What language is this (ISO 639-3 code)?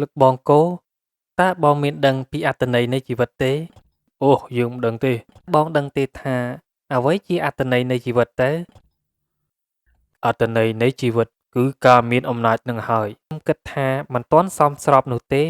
khm